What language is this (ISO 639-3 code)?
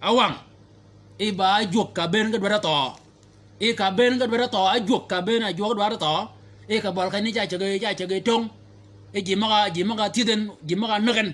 shk